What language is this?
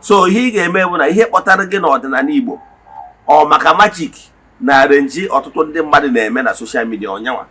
Igbo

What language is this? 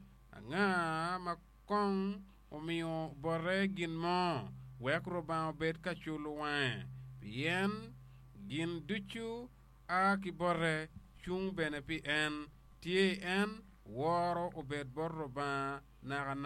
Acoli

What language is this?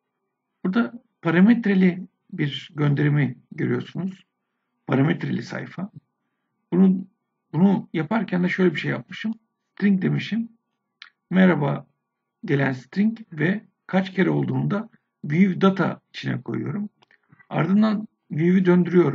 Turkish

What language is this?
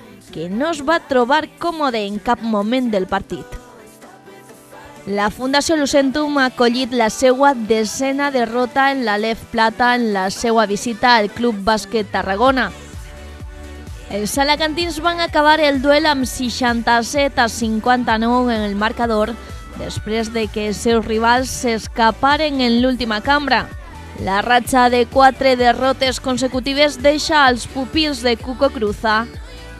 Catalan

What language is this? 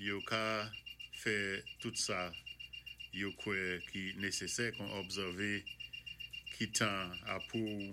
Saint Lucian Creole French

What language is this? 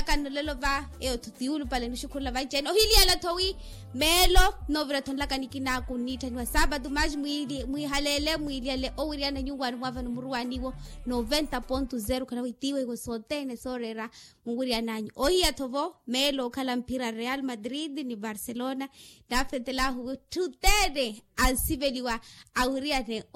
Makhuwa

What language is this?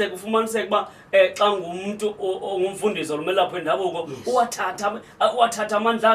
Zulu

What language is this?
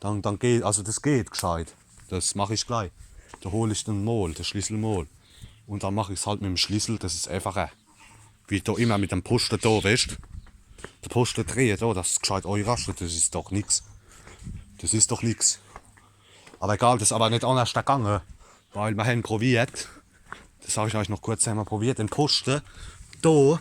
Palatine German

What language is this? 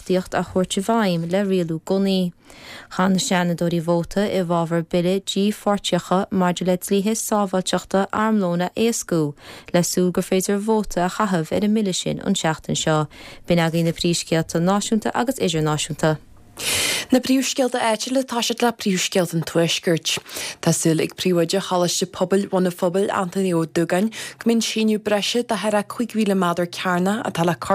Irish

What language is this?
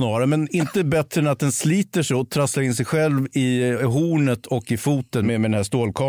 Swedish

